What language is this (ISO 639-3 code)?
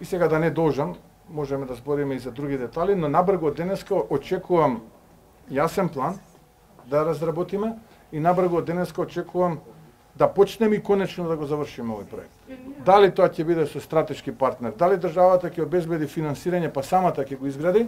mkd